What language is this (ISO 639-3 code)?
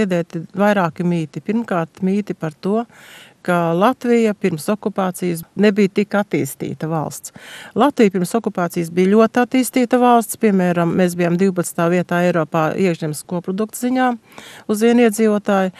lav